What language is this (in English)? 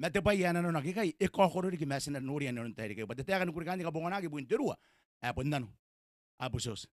Gilbertese